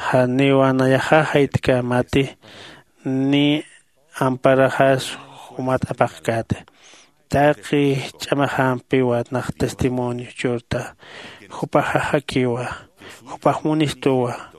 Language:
Aymara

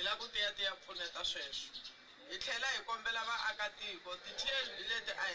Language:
Tsonga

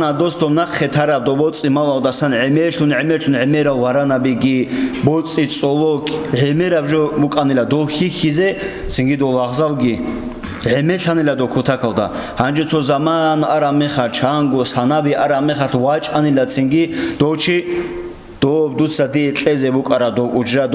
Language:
Avaric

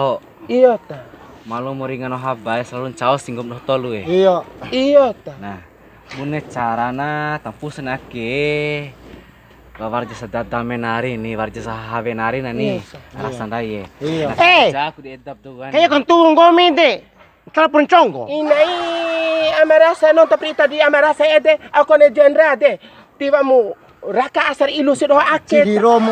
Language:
Bima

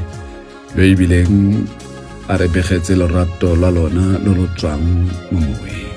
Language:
Tswana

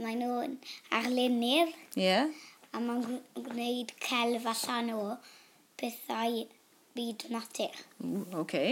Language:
Welsh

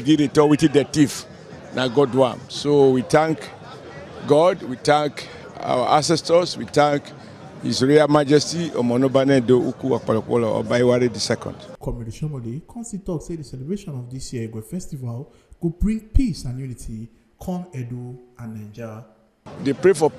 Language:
Nigerian Pidgin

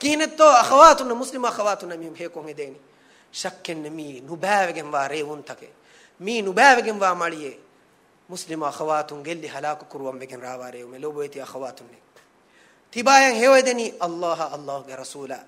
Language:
Divehi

